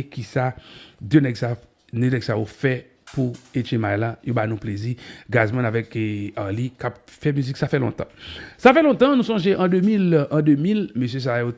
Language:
Haitian Creole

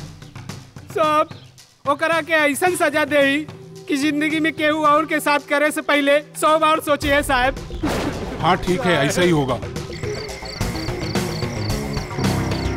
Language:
Bhojpuri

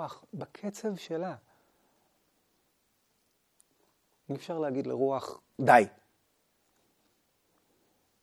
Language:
Hebrew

